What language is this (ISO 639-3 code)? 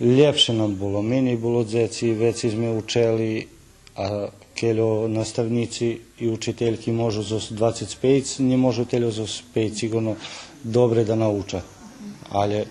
rue